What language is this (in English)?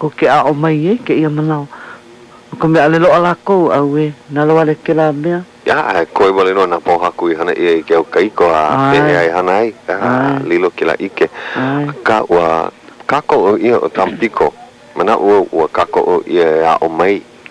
Hawaiian